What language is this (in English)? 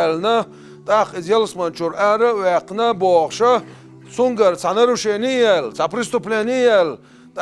Chechen